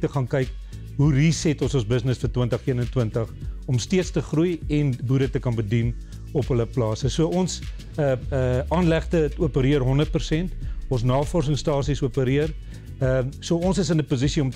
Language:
Afrikaans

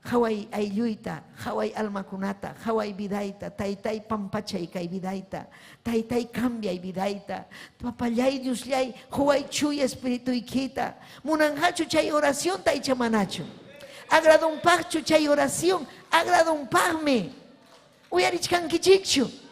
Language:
Ayacucho Quechua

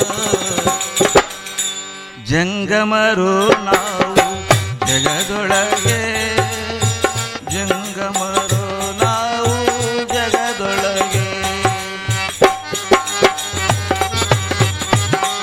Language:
Kannada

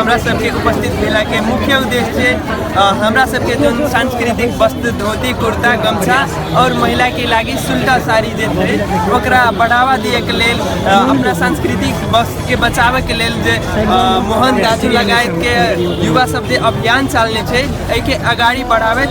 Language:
Maithili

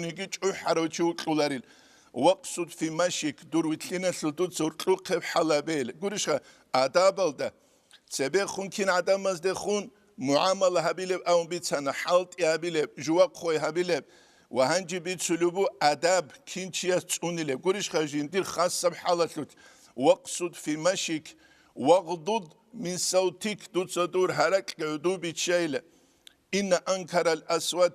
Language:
Avaric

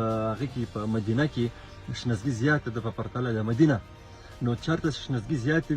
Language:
Pashto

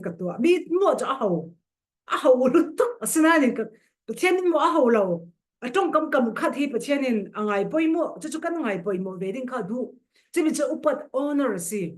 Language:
Falam Chin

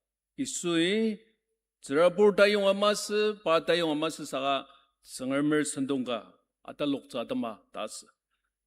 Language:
Ao Naga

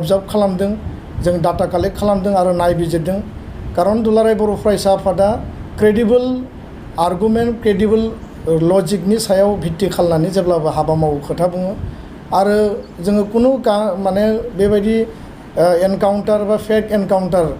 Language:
Bodo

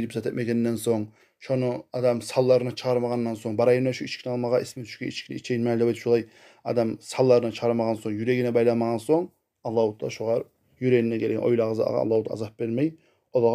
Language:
Kumyk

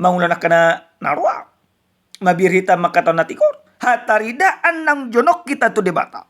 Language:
Batak Toba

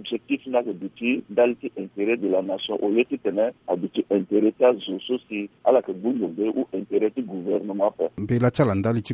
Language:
Sango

